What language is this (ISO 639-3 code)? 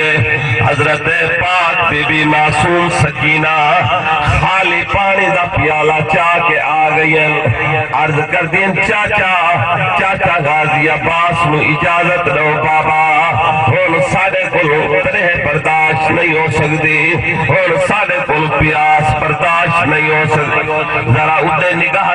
skr